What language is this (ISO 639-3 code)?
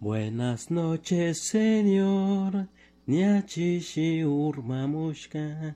qug